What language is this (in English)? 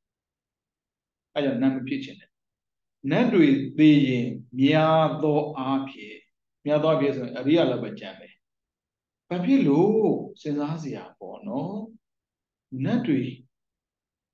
Burmese